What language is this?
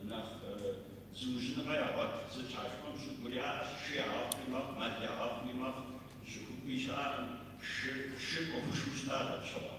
Kabardian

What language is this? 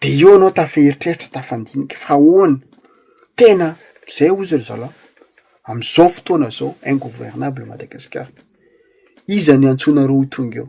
Malagasy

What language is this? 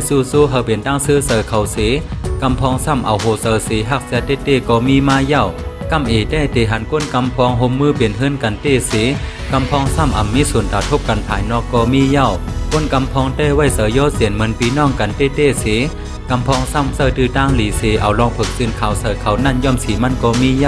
Shan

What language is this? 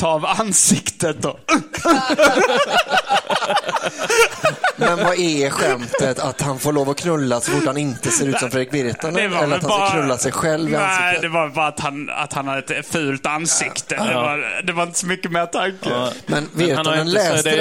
Swedish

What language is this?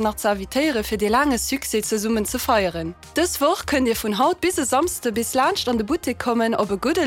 Luxembourgish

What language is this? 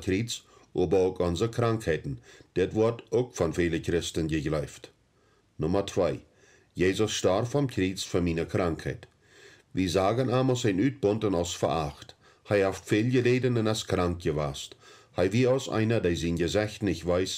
Plautdietsch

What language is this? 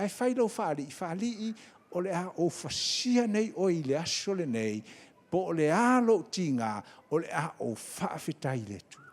Samoan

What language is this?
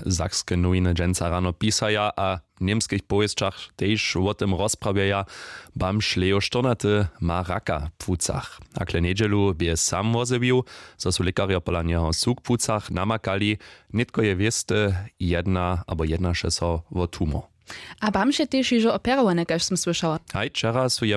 Upper Sorbian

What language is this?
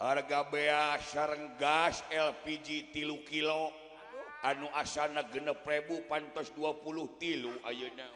Sundanese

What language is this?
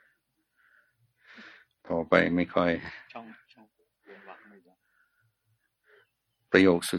Thai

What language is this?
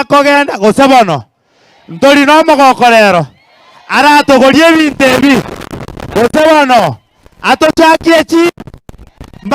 Gusii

